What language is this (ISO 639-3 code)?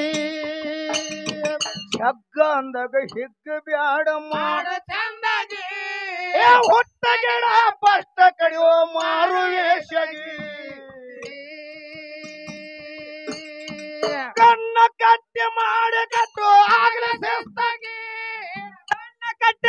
kan